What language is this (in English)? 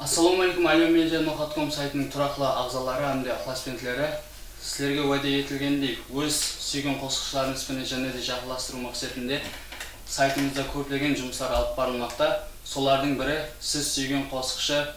Kara-Kalpak